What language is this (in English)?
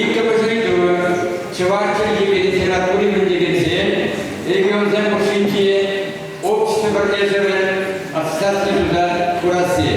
Chuvash